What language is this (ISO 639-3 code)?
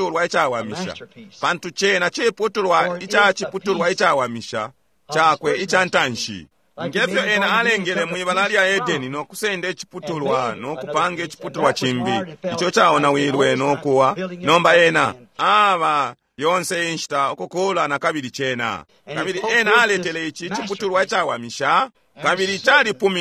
bem